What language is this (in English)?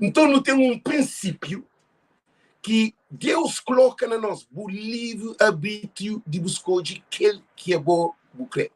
Kabuverdianu